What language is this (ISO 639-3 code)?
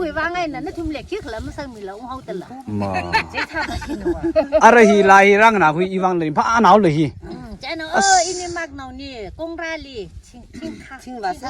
nmf